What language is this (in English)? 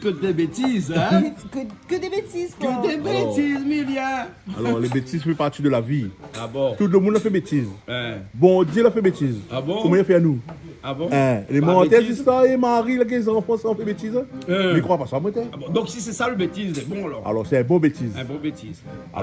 Réunion Creole French